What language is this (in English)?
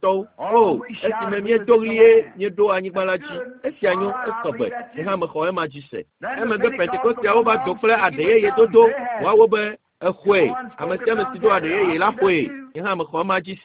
Ewe